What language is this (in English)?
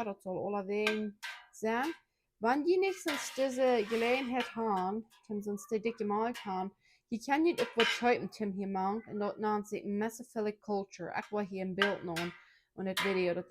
Plautdietsch